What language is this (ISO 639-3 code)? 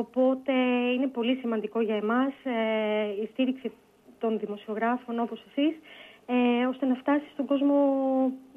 ell